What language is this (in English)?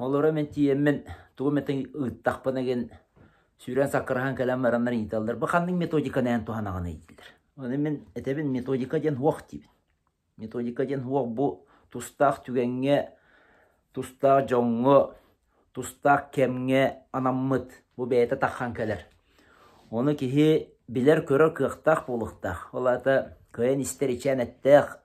Yakut